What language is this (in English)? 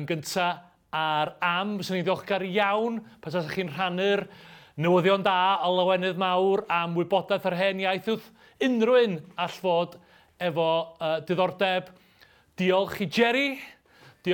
Welsh